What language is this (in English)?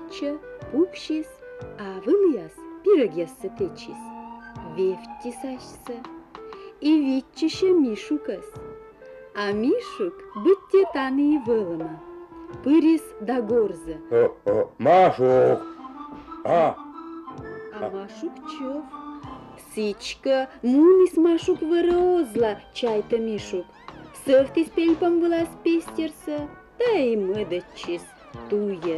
Komi